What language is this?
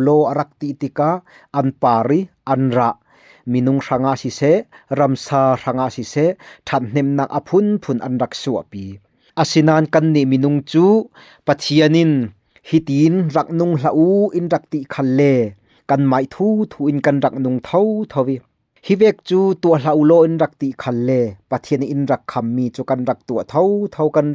Falam Chin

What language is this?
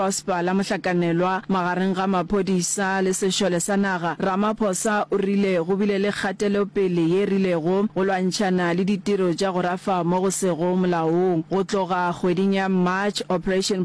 Northern Sotho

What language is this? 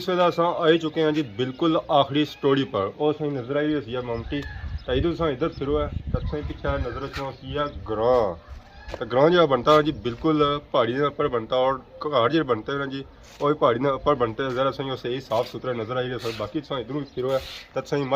Pahari-Potwari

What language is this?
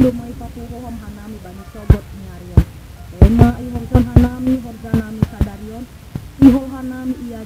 Batak Simalungun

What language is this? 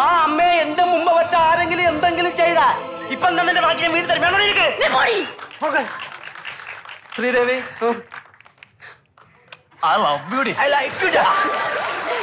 Malayalam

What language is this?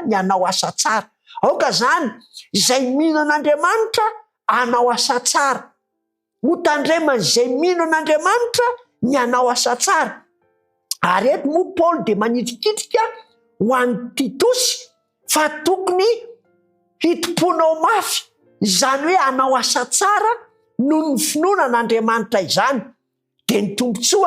Malagasy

